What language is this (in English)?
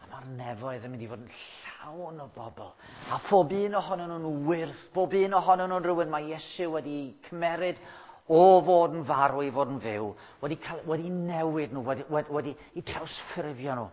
Welsh